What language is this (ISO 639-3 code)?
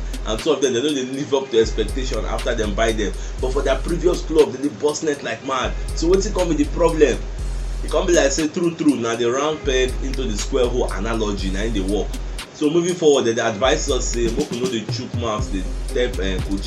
pcm